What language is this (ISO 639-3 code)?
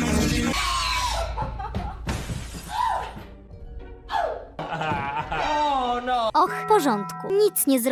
pol